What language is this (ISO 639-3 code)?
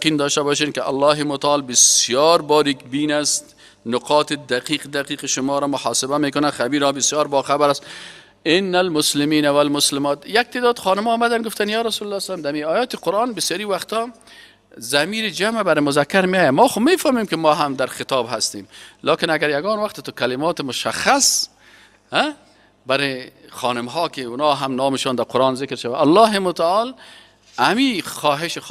fas